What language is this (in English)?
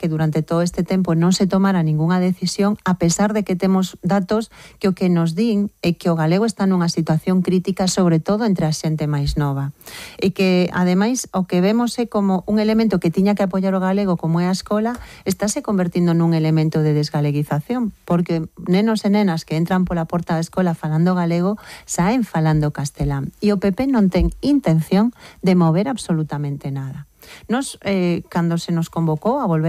Galician